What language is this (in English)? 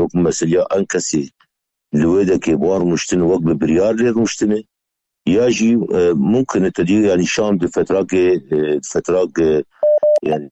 Kurdish